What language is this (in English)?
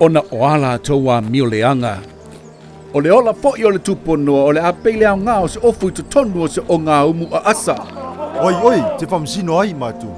Samoan